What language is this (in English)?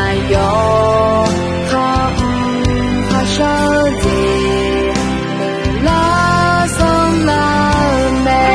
Akha